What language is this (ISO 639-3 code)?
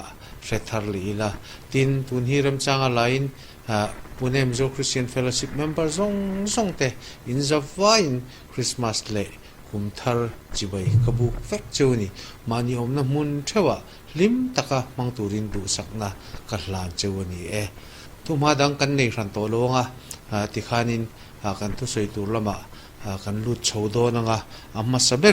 lus